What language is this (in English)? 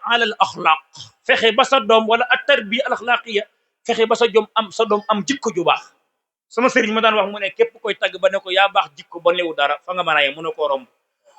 Wolof